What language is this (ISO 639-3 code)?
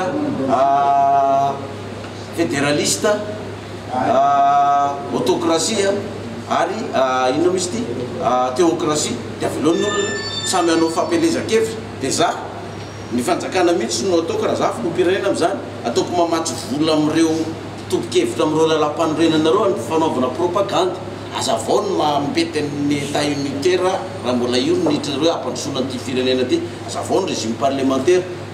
mlg